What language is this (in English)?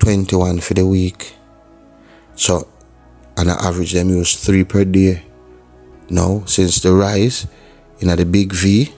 Jamaican Creole English